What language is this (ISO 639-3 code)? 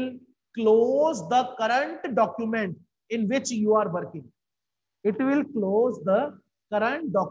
eng